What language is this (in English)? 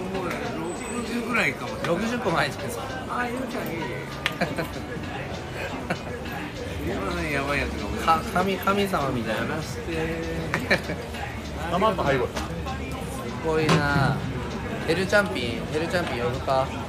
Japanese